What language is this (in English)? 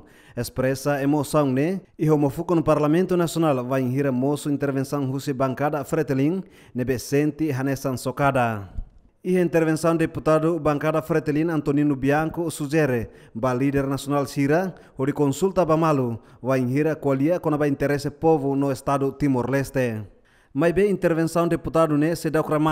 Tetum